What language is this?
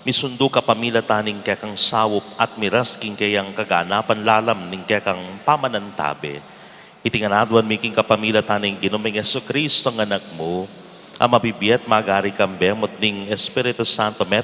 Pampanga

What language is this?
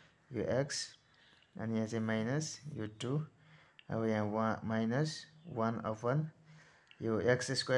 Nepali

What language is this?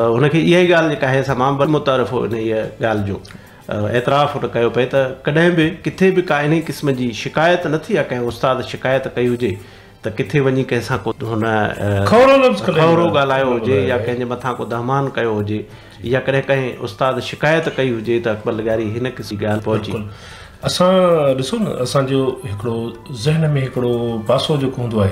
Sindhi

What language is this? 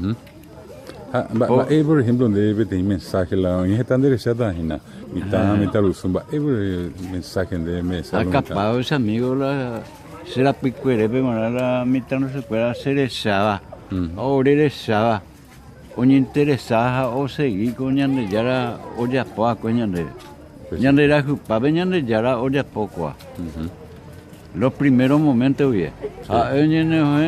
Guarani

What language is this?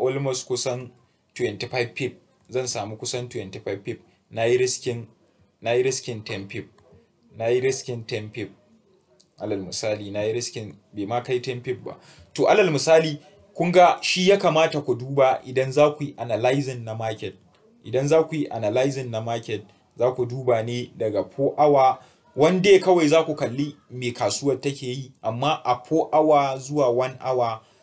Hausa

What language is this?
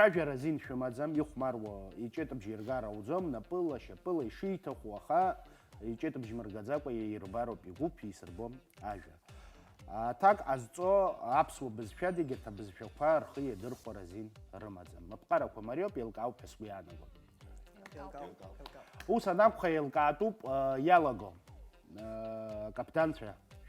Abkhazian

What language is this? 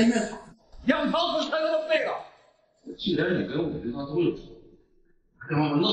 Chinese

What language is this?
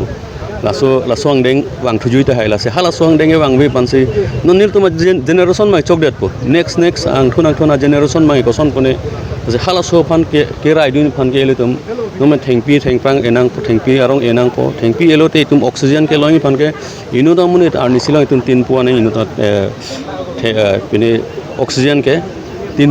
Karbi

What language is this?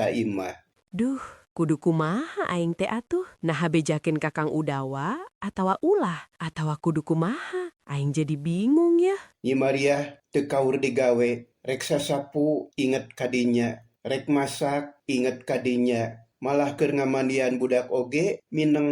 Sundanese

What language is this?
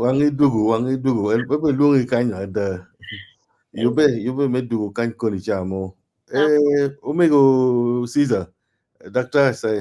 Acoli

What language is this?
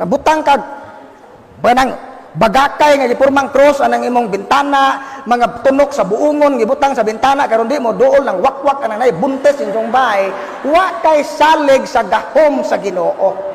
Cebuano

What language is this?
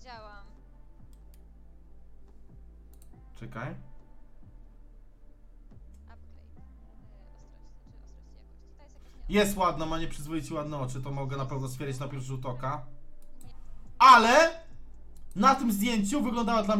Polish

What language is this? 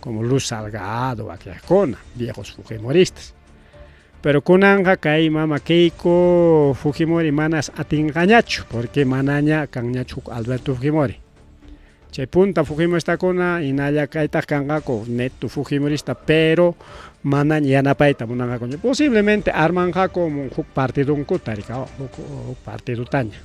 Ayacucho Quechua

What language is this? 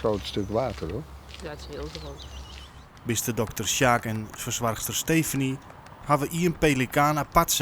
Western Frisian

